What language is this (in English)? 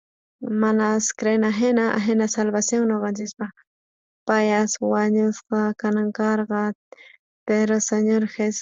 South Bolivian Quechua